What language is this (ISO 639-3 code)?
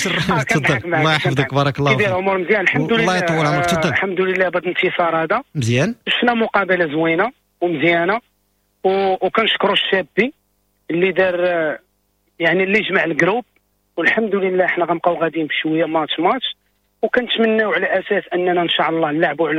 ary